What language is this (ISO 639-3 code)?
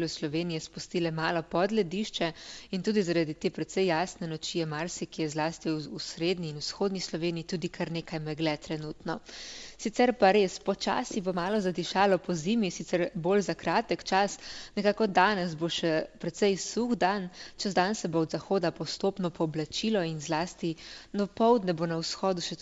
slv